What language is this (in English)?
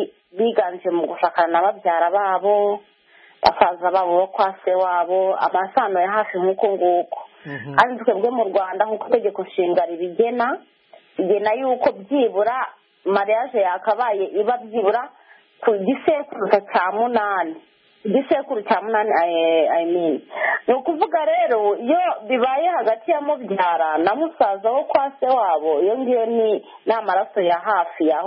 Kinyarwanda